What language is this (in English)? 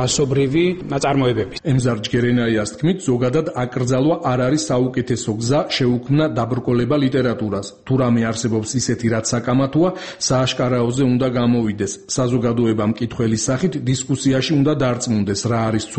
Georgian